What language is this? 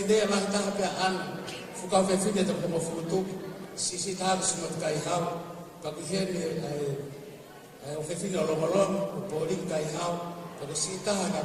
Tongan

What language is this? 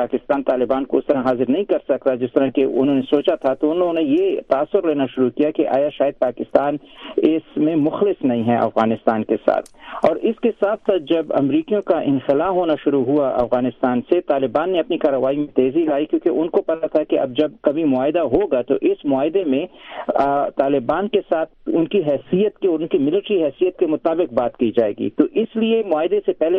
Urdu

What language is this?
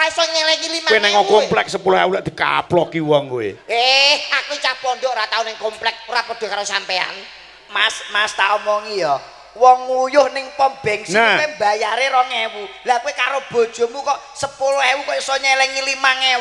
Javanese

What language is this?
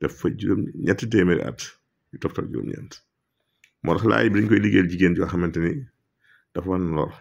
Wolof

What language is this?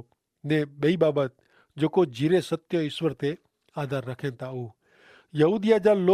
Kachhi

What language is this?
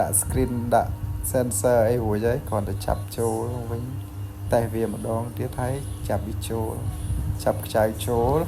Khmer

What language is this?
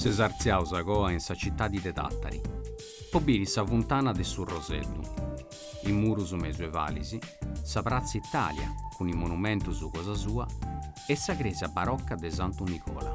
Sardinian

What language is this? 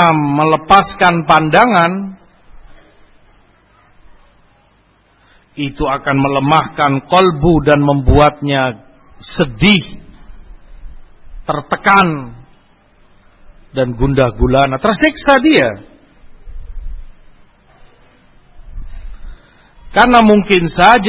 Indonesian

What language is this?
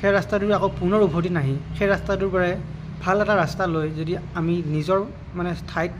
Assamese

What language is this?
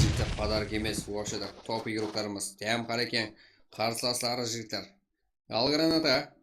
Kara-Kalpak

